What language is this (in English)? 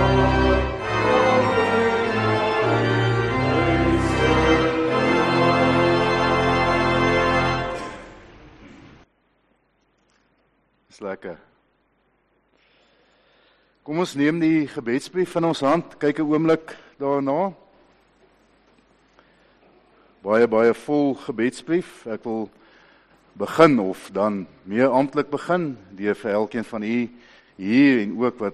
Afrikaans